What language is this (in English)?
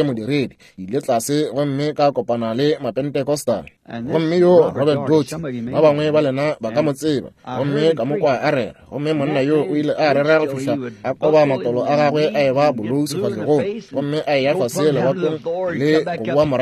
Northern Sotho